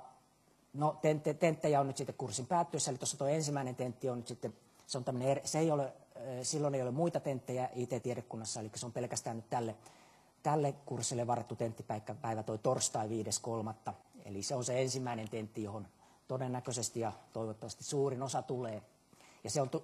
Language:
Finnish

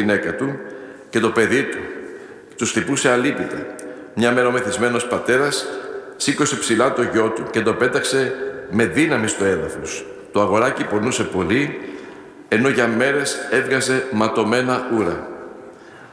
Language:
Greek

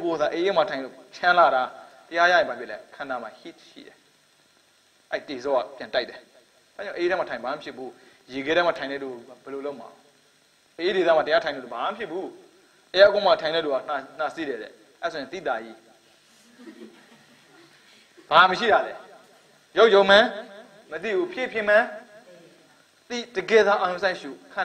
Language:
Burmese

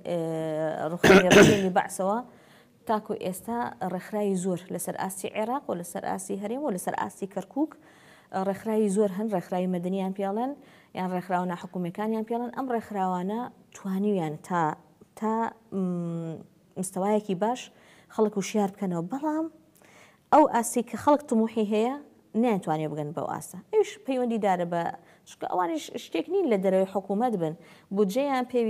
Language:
Central Kurdish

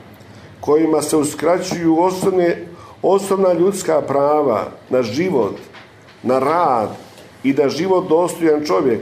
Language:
Croatian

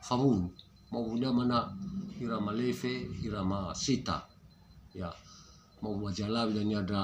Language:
Nias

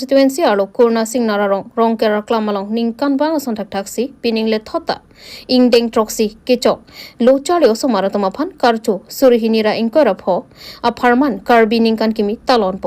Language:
Karbi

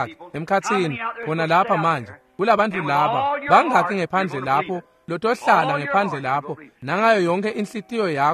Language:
Swati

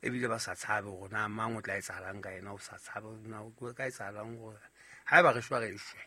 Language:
Southern Sotho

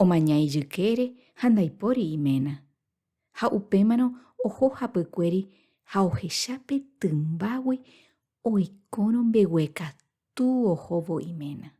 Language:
Guarani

